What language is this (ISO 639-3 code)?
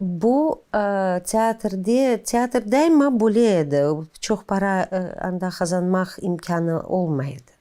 crh